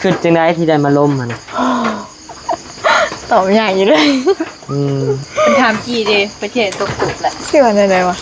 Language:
Lao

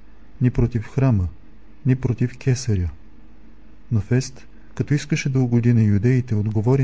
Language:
Bulgarian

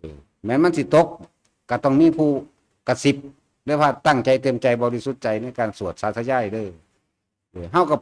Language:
Northeastern Thai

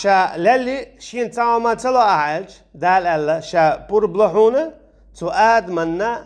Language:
Chechen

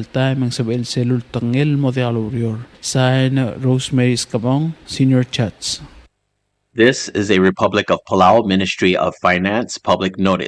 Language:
Palauan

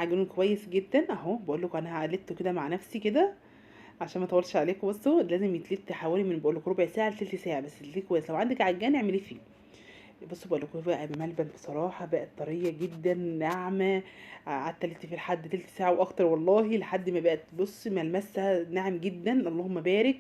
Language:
Egyptian Arabic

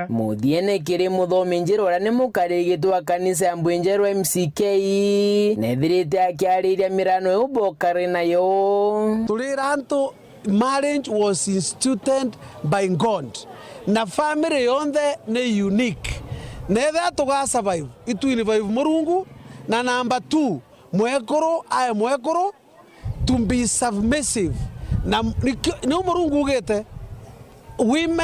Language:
Meru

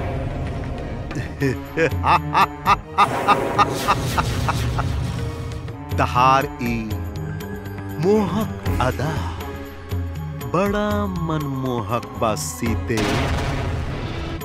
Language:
Bhojpuri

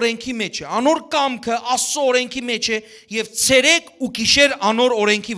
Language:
Western Armenian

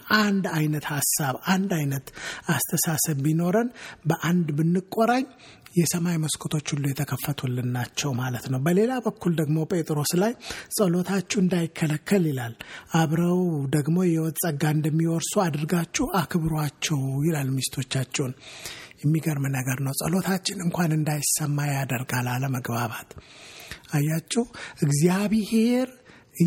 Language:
Amharic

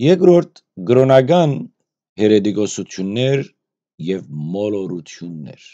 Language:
Western Armenian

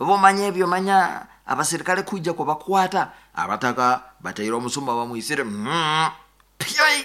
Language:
Nyankole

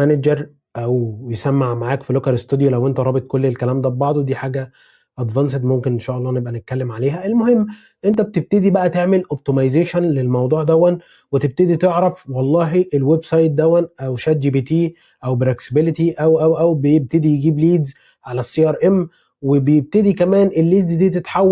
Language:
Egyptian Arabic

